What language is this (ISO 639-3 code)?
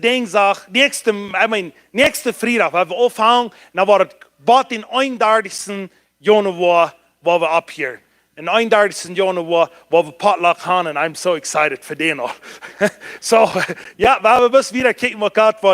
pdt